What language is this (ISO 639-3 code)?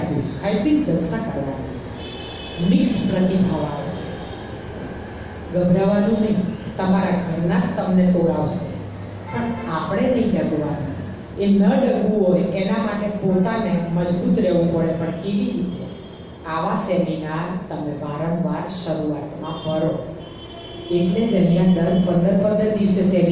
guj